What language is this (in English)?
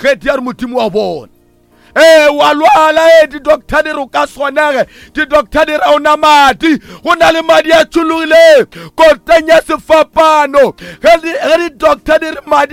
Northern Sotho